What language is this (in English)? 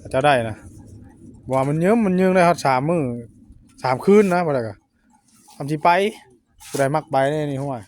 Northeastern Thai